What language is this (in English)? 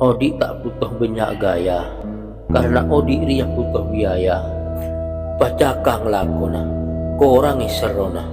Madurese